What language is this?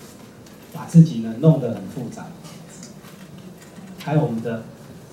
Chinese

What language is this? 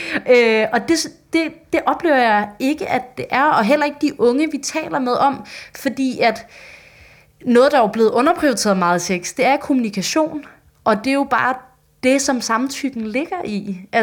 Danish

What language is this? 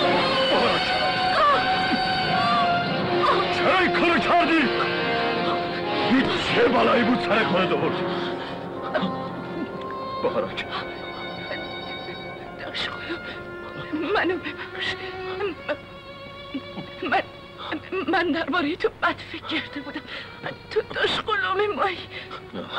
Persian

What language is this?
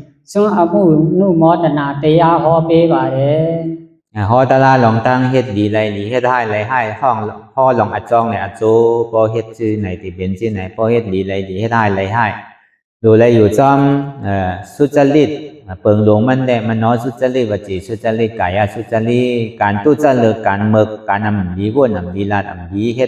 Shan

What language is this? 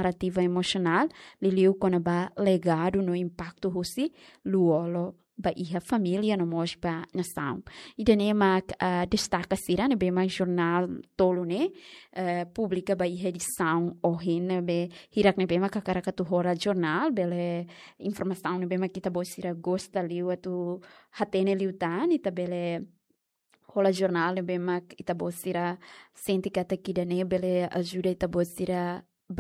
Tetum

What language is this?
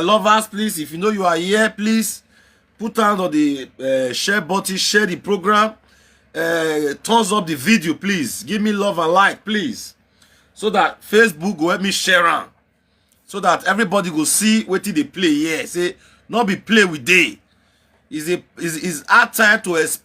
Nigerian Pidgin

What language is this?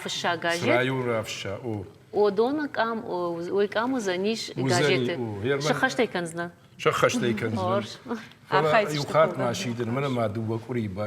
Ossetic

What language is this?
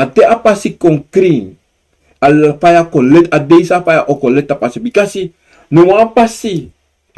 Sranan Tongo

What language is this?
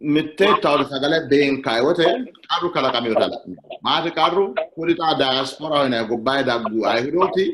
Sidamo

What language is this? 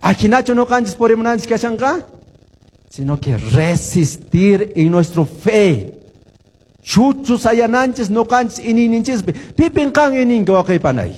Quechua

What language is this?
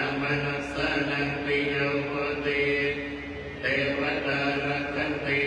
Pali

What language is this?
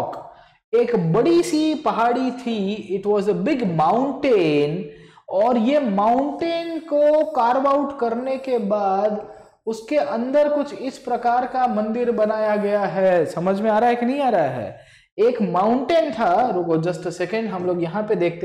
Hindi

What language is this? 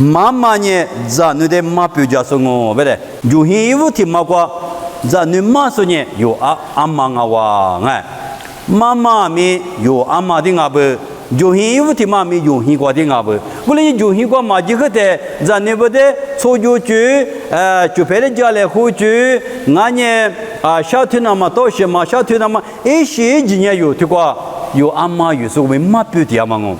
Lisu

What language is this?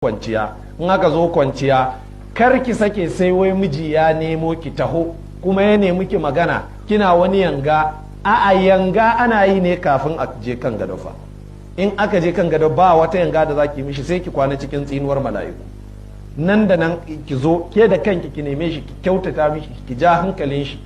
Hausa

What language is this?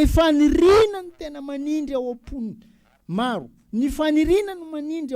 Malagasy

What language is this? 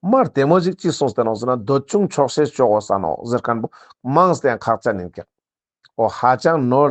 Ladakhi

